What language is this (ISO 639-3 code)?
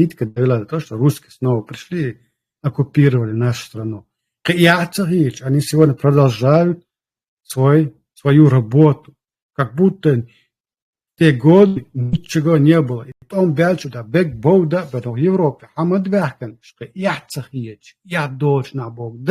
che